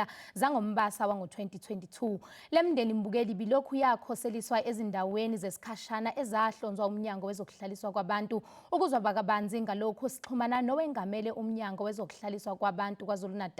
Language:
Zulu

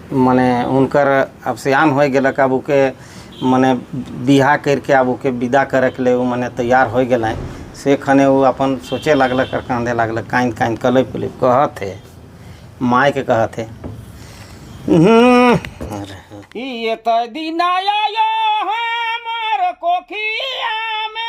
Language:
Sadri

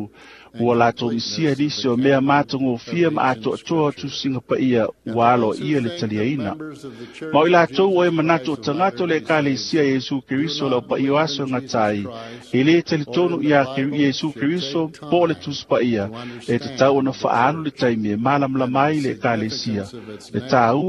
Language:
Samoan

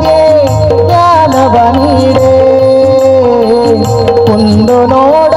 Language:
Kannada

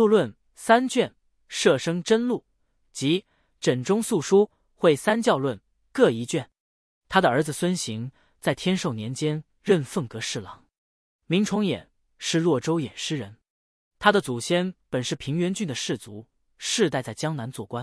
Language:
Chinese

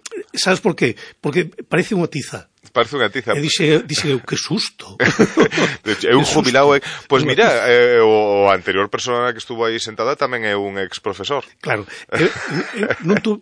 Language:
Galician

